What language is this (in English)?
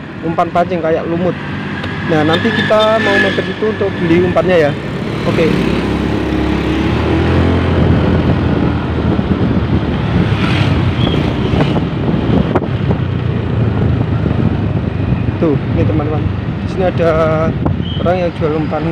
Indonesian